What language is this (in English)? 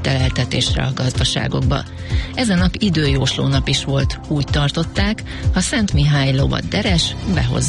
Hungarian